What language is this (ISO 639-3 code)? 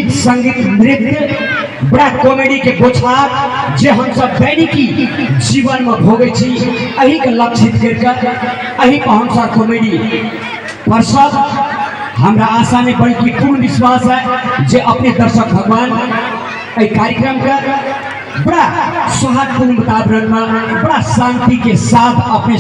mai